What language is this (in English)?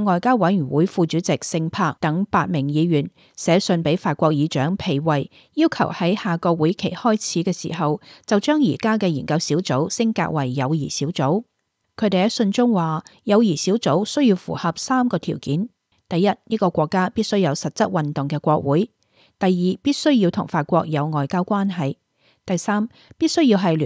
Cantonese